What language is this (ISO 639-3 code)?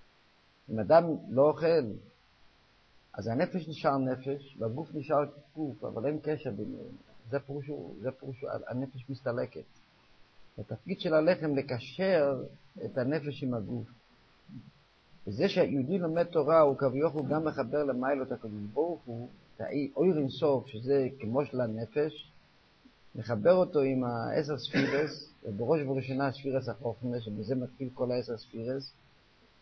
heb